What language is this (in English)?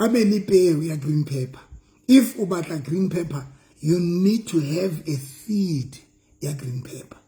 Southern Sotho